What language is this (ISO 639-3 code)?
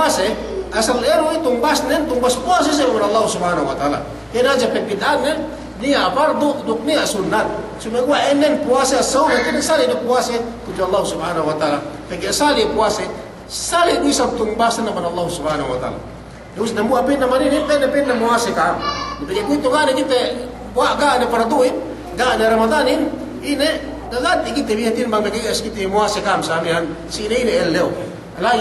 yka